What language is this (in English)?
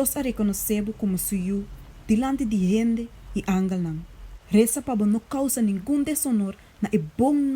Papiamento